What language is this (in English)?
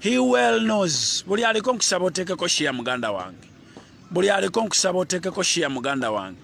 Ganda